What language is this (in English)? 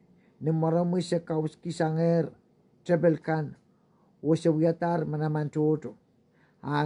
Pohnpeian